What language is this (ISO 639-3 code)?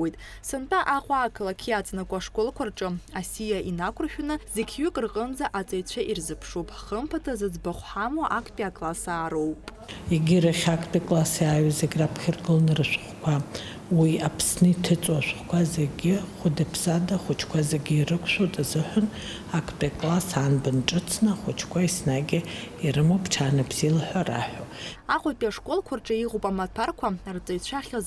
abk